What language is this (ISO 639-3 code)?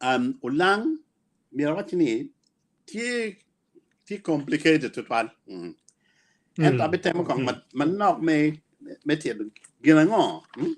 ach